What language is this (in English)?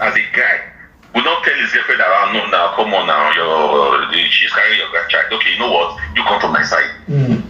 Nigerian Pidgin